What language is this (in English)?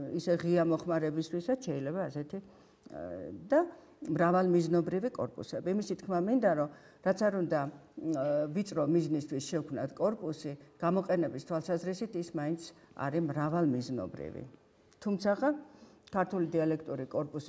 Georgian